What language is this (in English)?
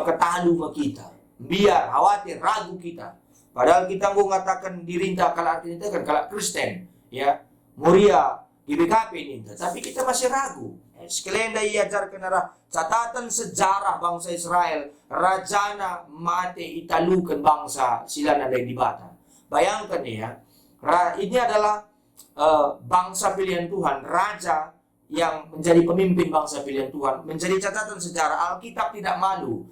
Batak Karo